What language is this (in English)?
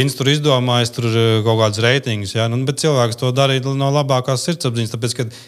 Latvian